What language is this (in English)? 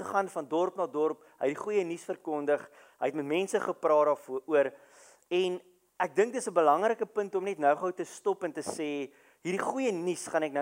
Afrikaans